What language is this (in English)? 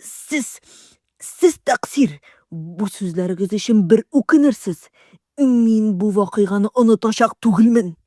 Tatar